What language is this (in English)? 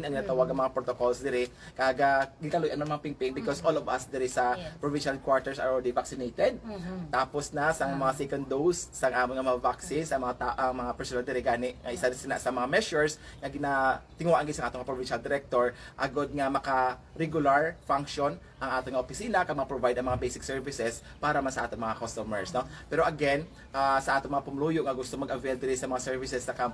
Hiligaynon